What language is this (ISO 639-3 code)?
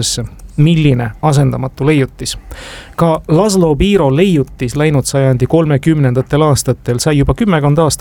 est